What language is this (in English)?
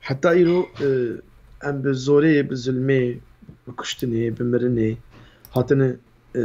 Kurdish